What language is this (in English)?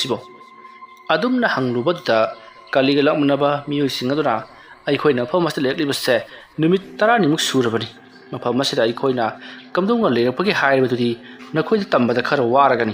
Manipuri